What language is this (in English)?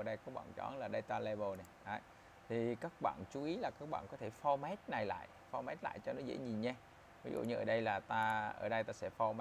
Vietnamese